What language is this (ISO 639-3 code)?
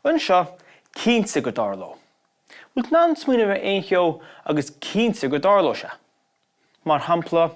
gle